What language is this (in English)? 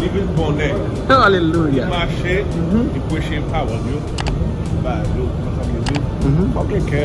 Haitian Creole